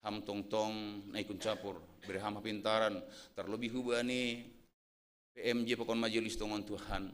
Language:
Batak Simalungun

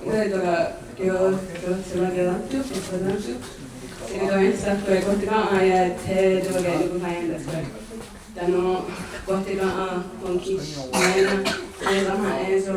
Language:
Mohawk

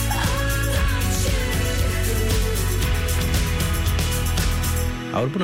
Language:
Icelandic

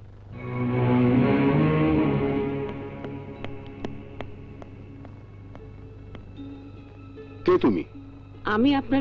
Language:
Bangla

